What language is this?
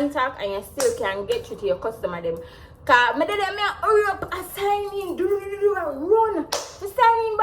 Jamaican Creole English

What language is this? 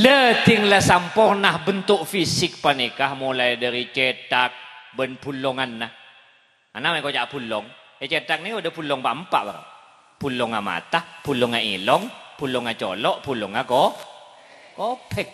Madurese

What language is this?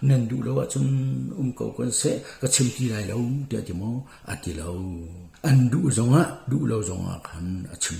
Hakha Chin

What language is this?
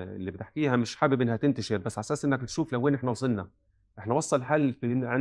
North Levantine Arabic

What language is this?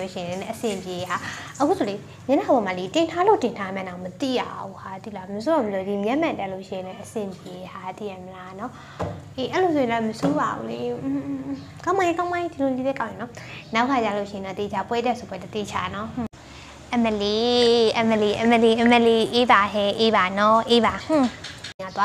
Burmese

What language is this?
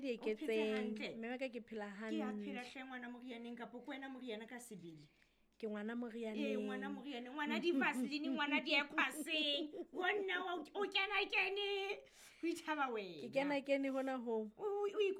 Southern Sotho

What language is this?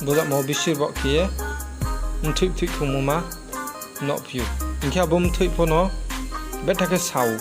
Riang (India)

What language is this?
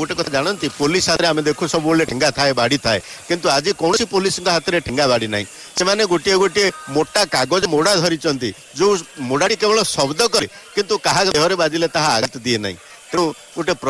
Odia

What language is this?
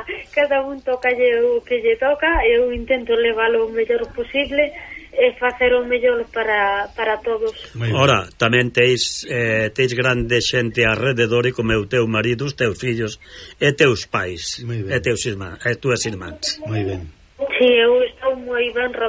Galician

